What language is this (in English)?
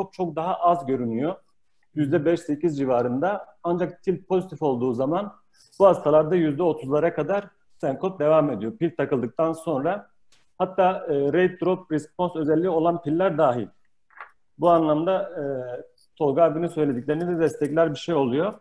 Turkish